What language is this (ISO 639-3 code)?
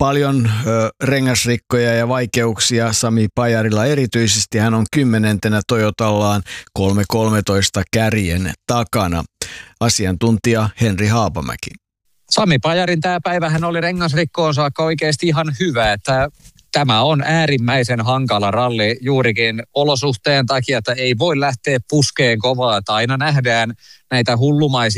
fin